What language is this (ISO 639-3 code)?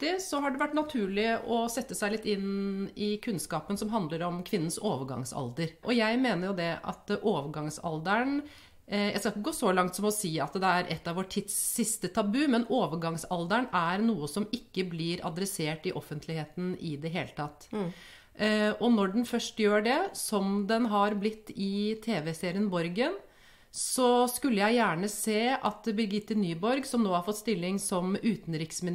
nor